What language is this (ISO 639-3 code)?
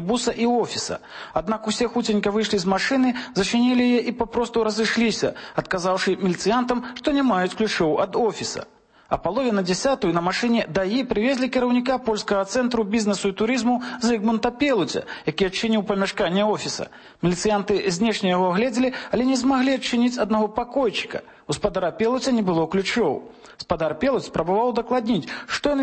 bel